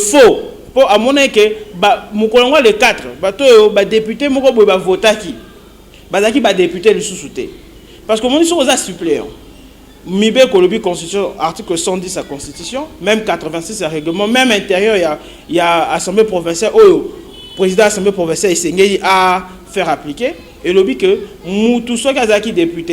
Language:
Lingala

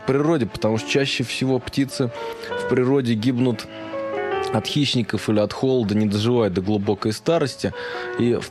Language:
Russian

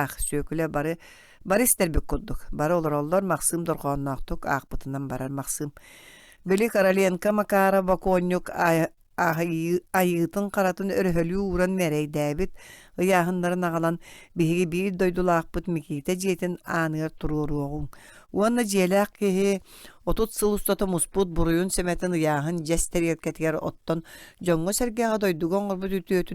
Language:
Yakut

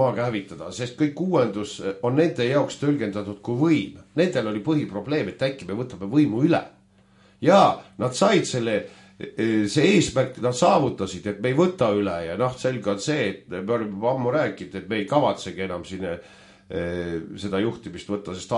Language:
Estonian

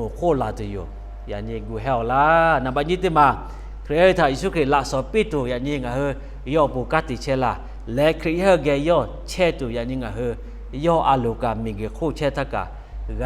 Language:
Lahu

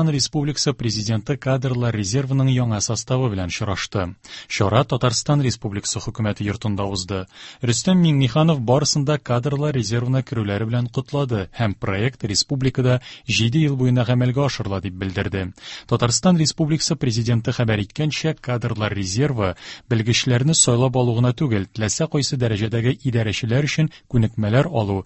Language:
Tatar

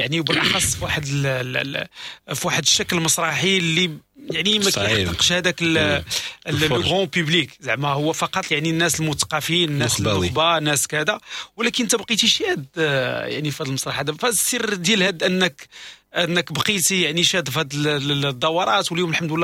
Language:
Moroccan Arabic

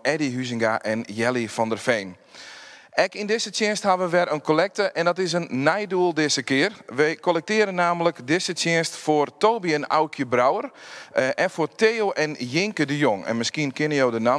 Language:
Western Frisian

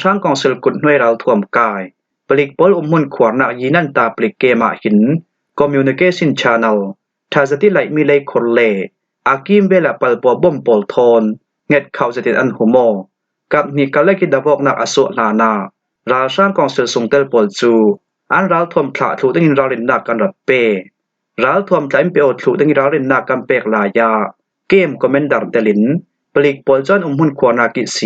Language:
Falam Chin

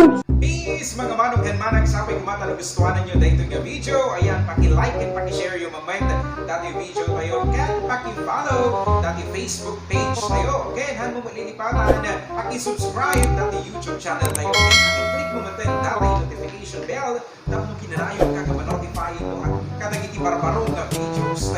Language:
Iloko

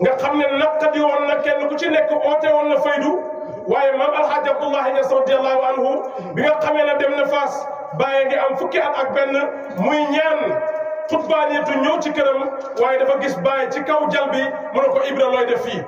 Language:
Wolof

